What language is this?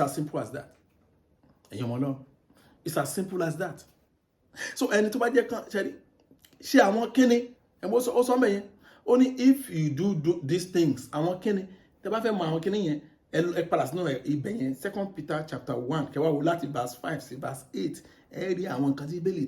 Yoruba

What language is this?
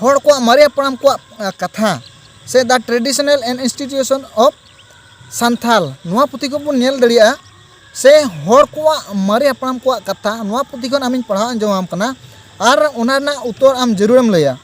Santali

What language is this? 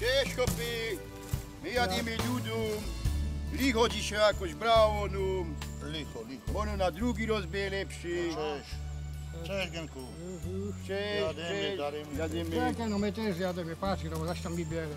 Silesian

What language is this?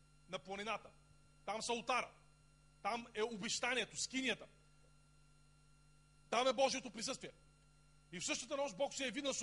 Bulgarian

